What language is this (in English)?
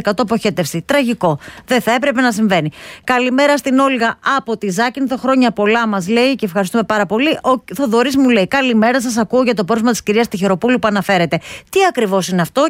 Greek